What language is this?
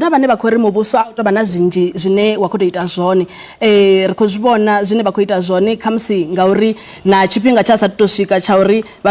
Venda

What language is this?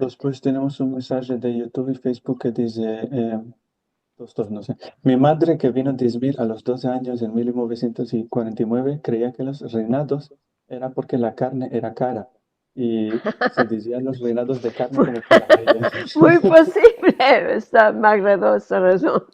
Ladino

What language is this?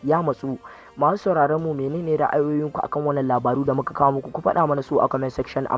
Hausa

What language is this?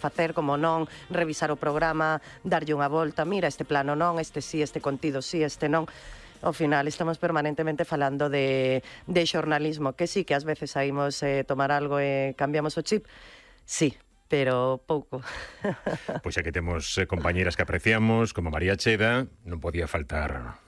Galician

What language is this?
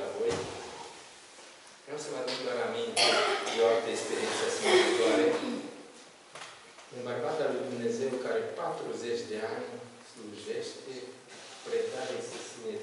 Romanian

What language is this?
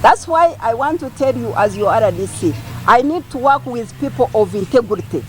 Nyankole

